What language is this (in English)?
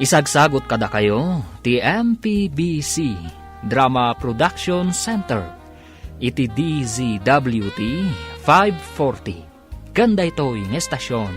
Iloko